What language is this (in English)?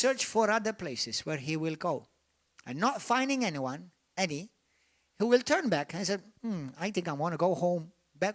English